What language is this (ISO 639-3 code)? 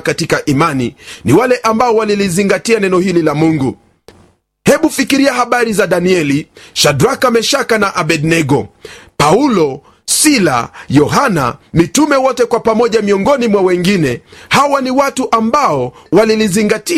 swa